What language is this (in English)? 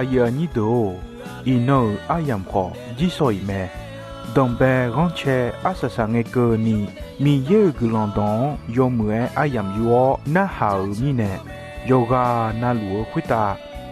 Akha